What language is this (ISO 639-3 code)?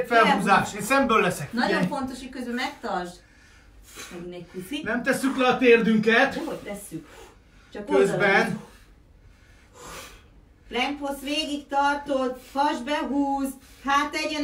hun